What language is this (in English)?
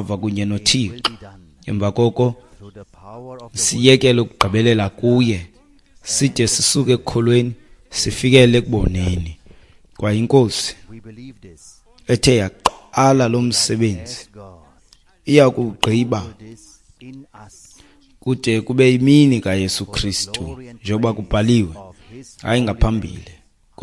Xhosa